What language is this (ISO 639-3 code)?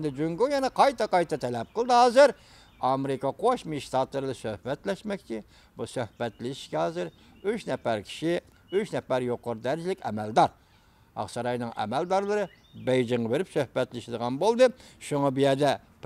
uig